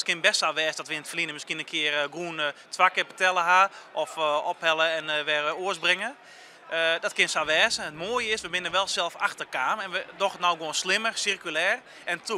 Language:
Western Frisian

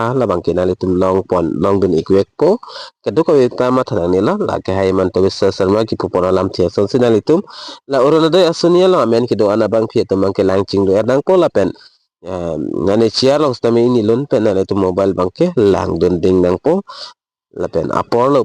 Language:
Karbi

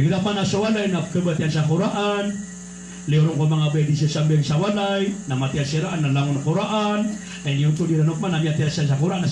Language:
Maranao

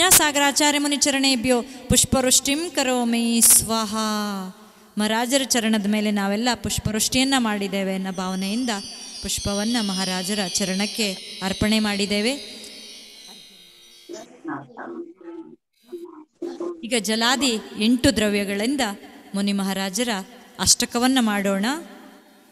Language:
Kannada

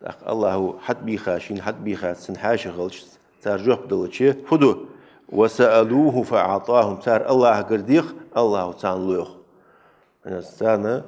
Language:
Ingush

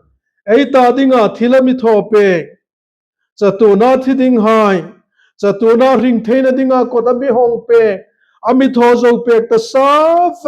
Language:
Hmar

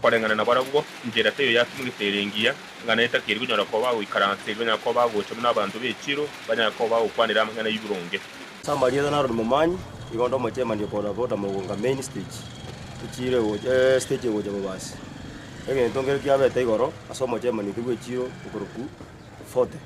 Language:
Gusii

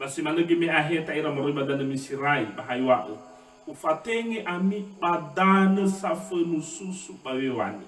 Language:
Nias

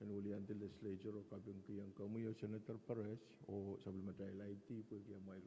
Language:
Pohnpeian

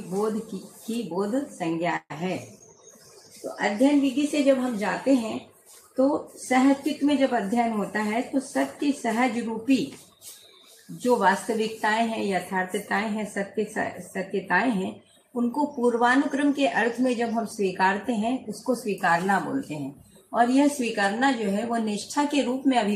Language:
Hindi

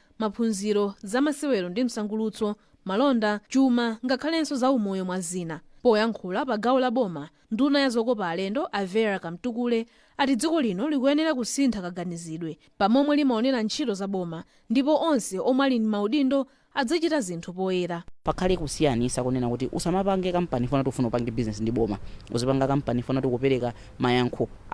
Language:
Nyanja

